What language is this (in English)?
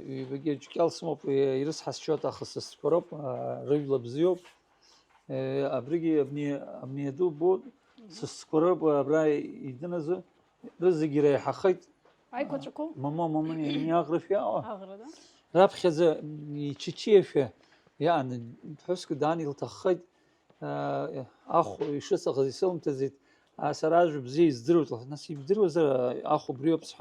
Abkhazian